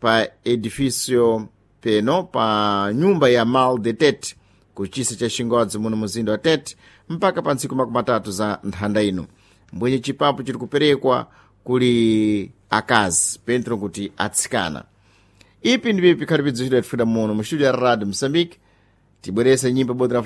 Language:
Sena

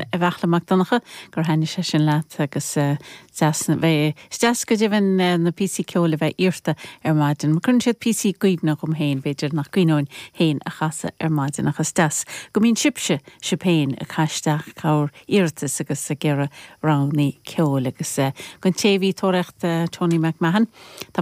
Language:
Irish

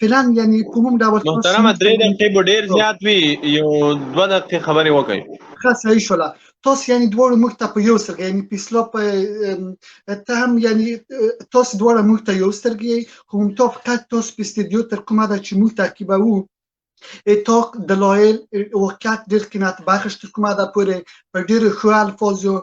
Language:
Pashto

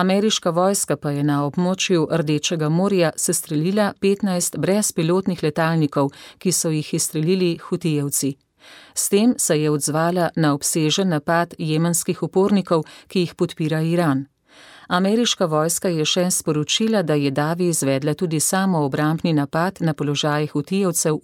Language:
Slovenian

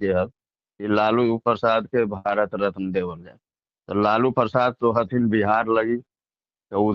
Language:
Magahi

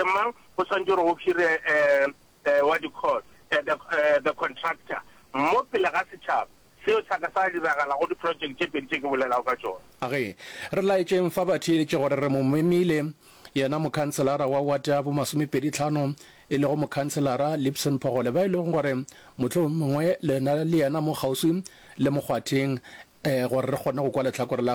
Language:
Northern Sotho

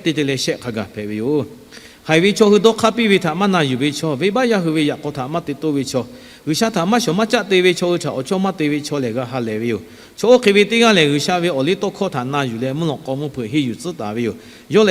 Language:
Lahu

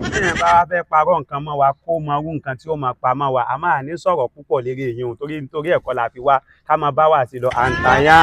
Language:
Yoruba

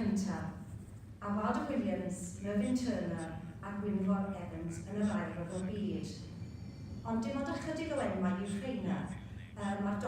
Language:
Welsh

